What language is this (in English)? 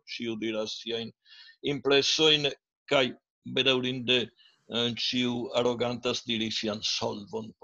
Esperanto